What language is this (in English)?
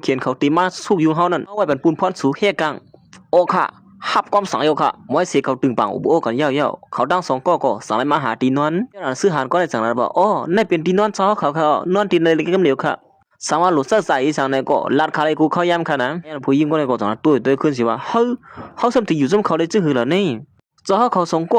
Shan